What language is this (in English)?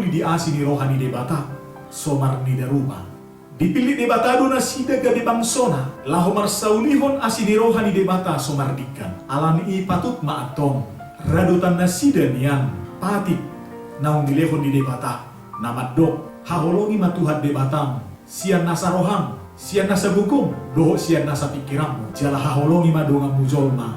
Batak Toba